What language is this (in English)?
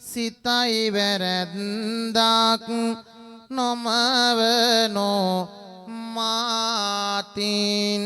Sinhala